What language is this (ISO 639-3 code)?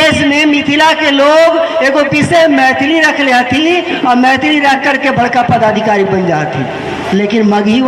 mag